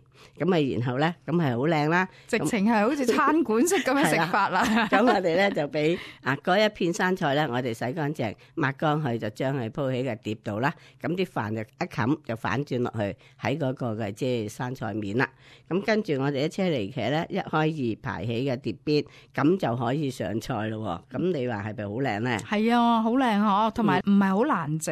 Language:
Cantonese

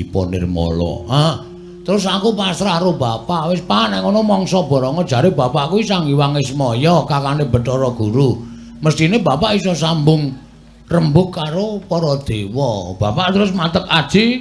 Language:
Javanese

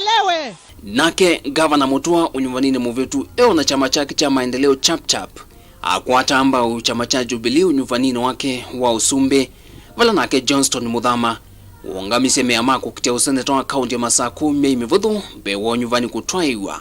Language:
Kamba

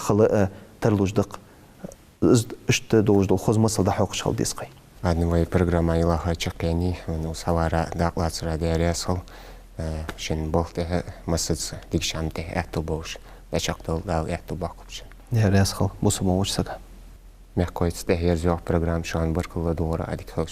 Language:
Ingush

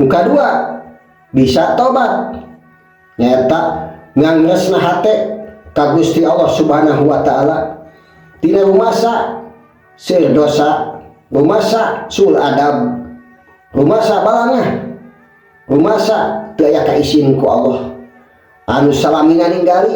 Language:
Sundanese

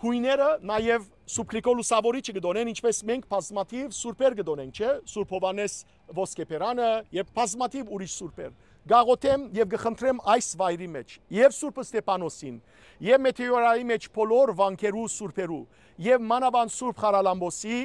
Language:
Western Armenian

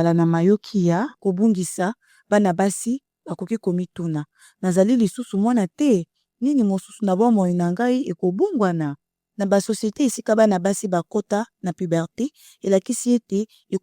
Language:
Lingala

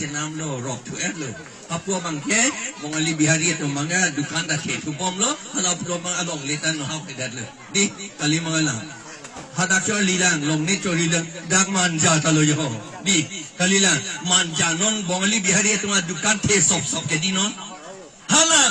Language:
Karbi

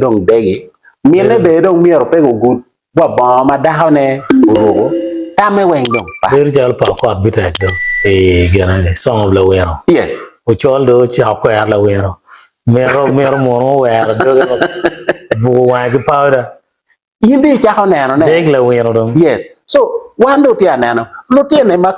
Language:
Acoli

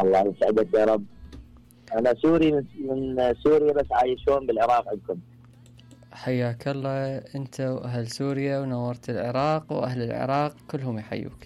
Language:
Mesopotamian Arabic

